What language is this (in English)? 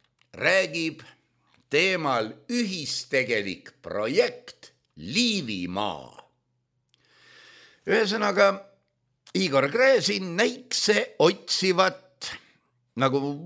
Estonian